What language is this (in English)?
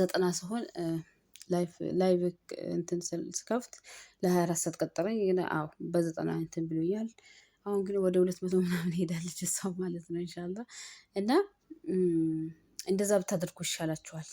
Amharic